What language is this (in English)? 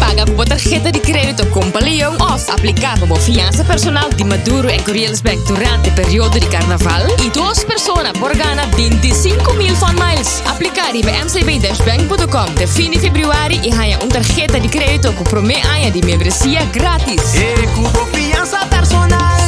Papiamento